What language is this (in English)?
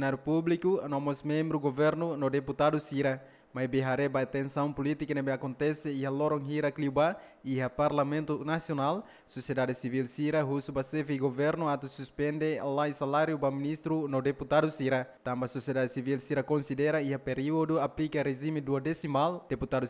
Tetum